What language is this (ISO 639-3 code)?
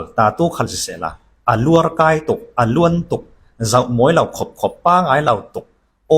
cfm